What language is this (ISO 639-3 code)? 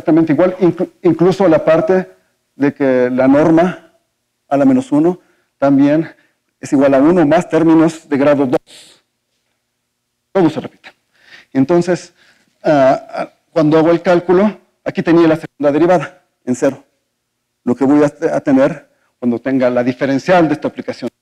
spa